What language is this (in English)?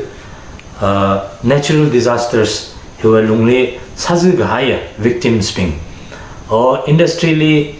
Tangkhul Naga (India)